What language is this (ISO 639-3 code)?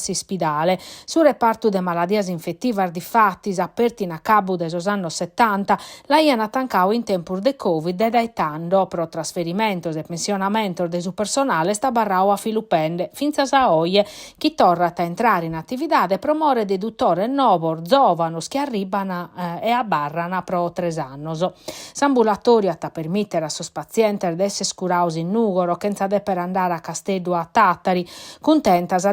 srd